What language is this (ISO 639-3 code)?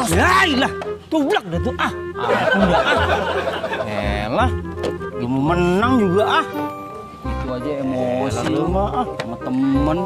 bew